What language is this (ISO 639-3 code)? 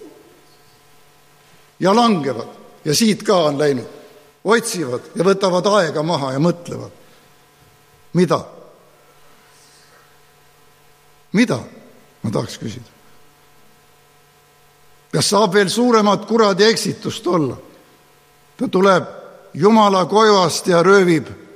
est